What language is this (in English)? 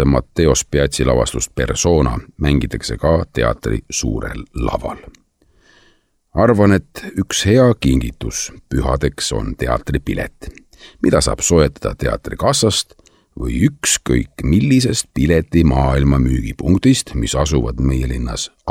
Estonian